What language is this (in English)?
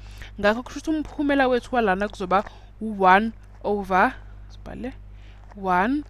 Zulu